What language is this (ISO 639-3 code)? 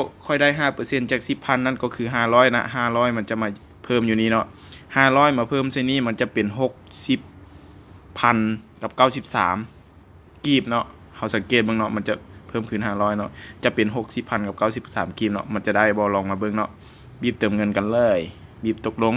lao